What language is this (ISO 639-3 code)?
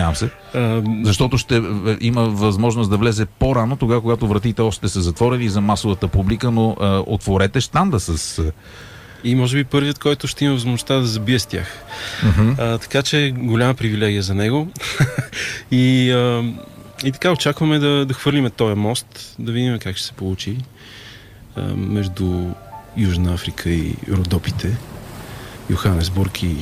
bul